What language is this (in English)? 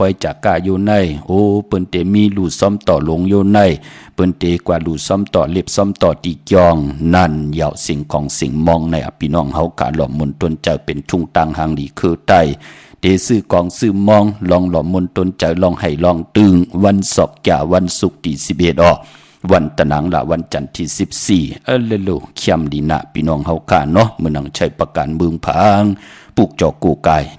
Shan